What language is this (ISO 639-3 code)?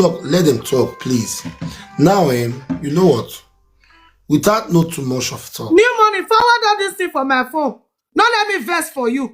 pcm